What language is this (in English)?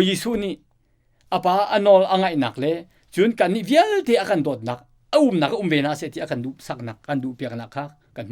Hakha Chin